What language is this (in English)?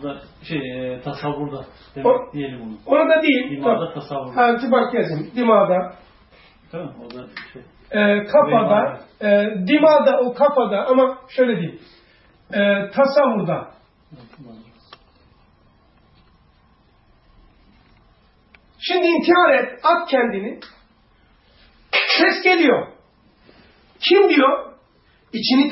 Turkish